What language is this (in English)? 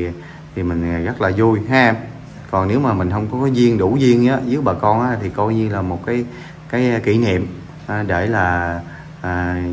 Vietnamese